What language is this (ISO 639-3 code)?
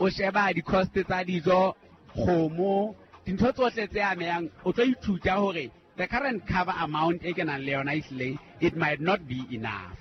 sot